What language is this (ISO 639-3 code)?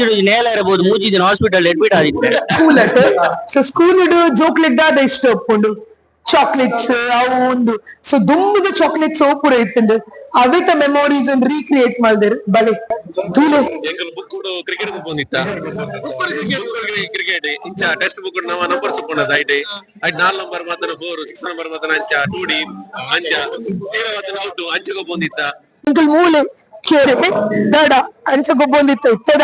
tcy